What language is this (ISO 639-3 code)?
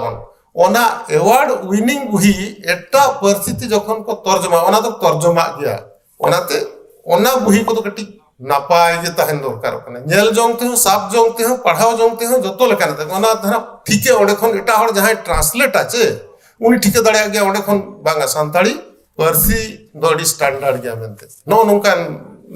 sat